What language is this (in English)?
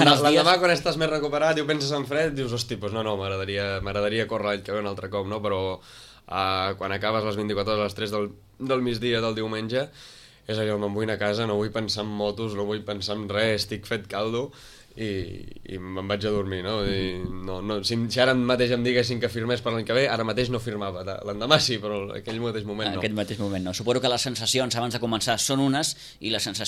Catalan